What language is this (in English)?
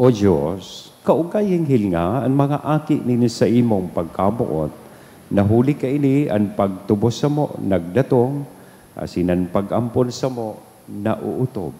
Bikol